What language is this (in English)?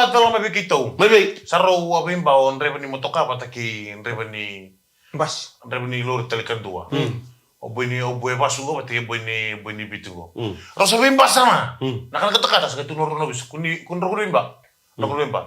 Fijian